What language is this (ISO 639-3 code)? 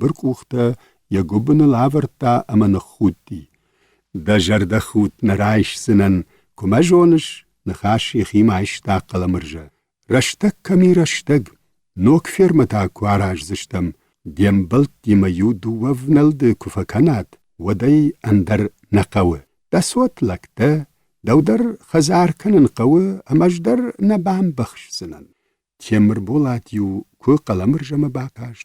oss